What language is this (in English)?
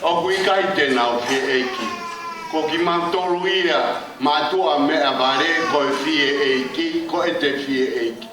Tongan